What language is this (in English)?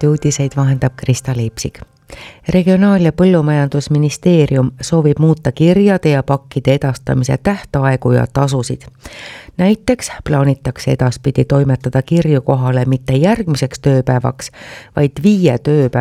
Estonian